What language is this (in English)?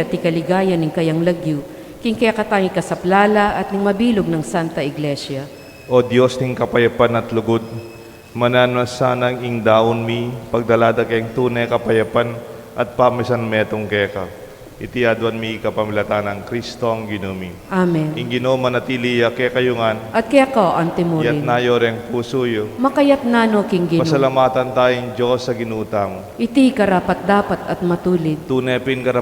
Pampanga